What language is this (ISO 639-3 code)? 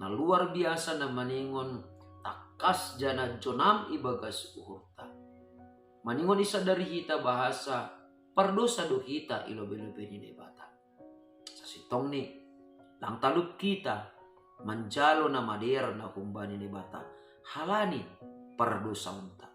bts